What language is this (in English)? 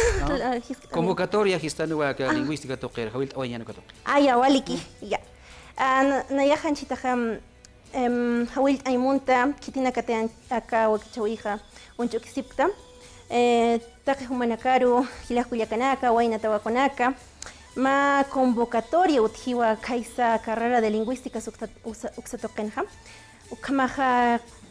Aymara